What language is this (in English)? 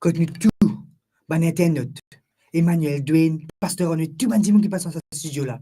Morisyen